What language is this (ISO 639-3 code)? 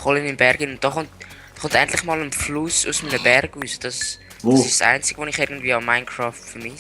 gsw